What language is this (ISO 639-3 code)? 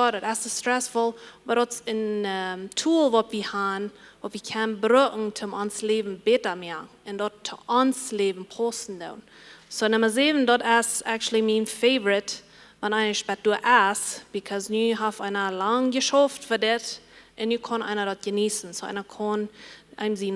pdt